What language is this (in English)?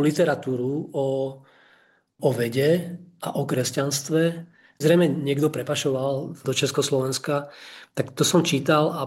Slovak